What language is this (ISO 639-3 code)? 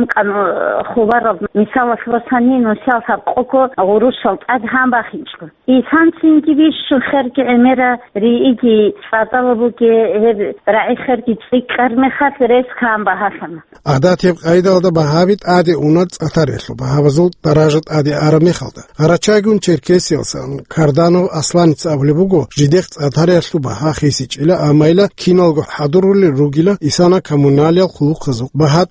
ava